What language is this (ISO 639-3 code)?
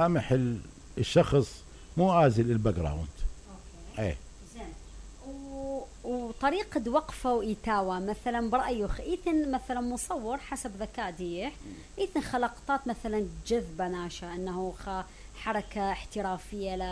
acm